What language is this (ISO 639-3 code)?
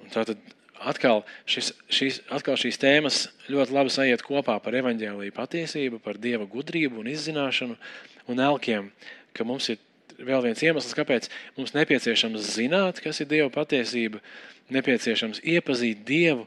lav